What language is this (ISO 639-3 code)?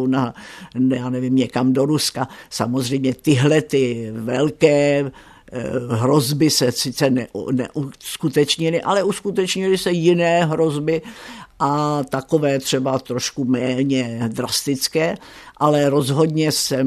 ces